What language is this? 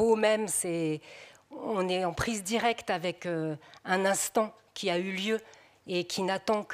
French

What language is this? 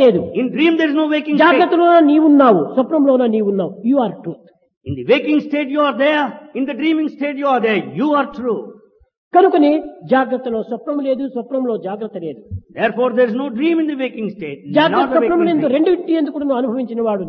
Telugu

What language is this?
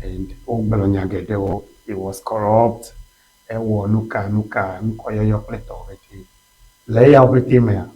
Ewe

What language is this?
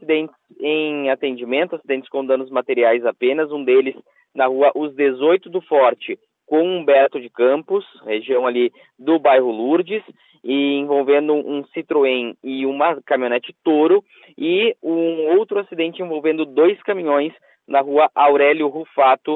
Portuguese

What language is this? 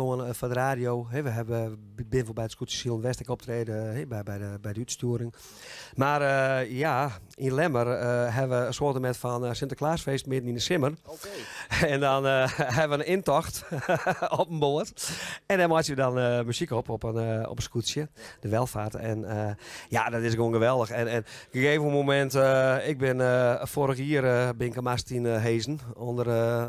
Western Frisian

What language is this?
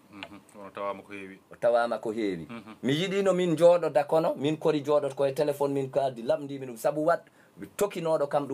Fula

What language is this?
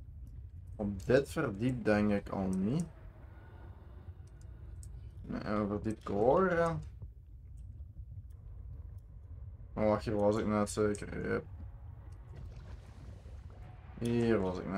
Dutch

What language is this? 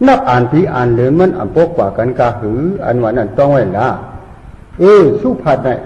Shan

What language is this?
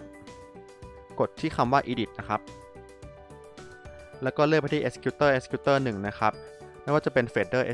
Thai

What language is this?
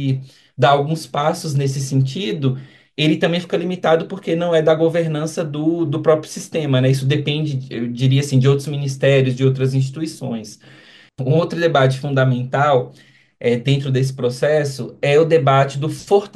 Portuguese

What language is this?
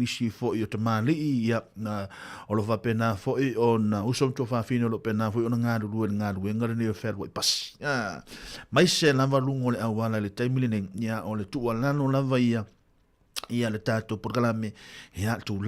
Samoan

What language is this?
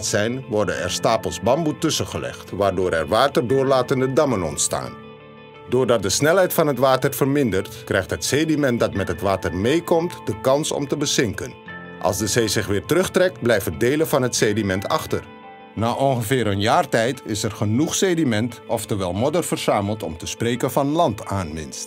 Dutch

